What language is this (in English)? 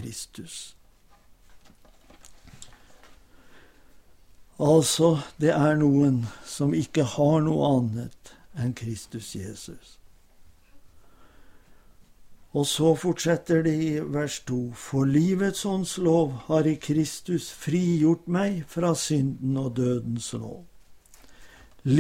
Norwegian